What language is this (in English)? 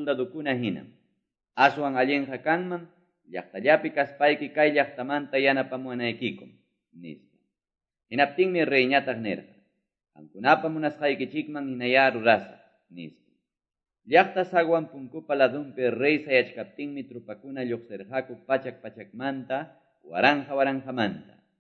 Quechua